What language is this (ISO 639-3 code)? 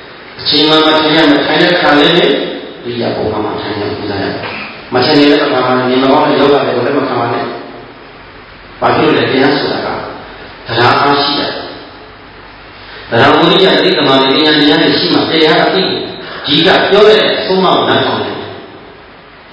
mya